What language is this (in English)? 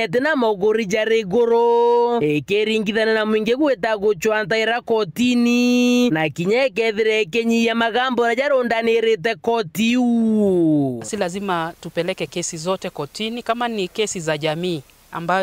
Meru